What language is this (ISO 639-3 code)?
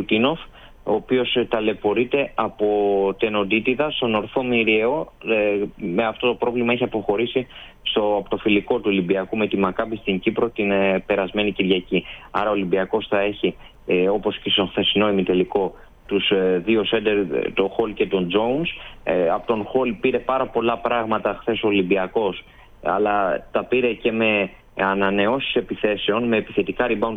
ell